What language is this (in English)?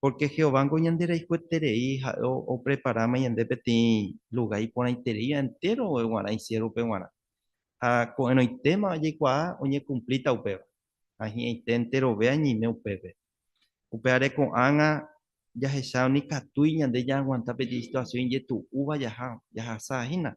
Guarani